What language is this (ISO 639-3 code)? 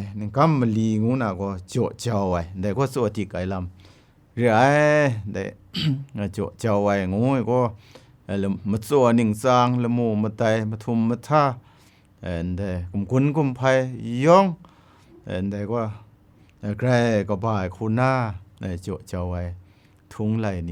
kac